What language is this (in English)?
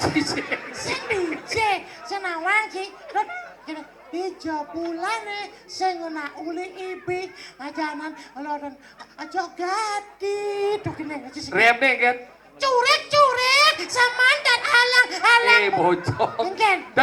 Balinese